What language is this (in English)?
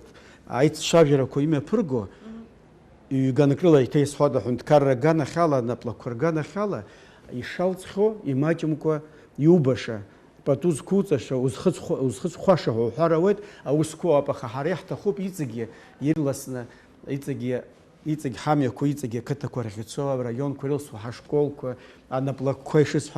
Abkhazian